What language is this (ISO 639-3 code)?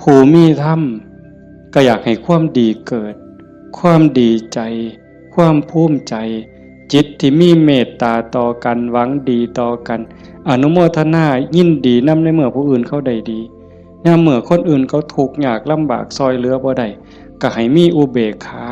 tts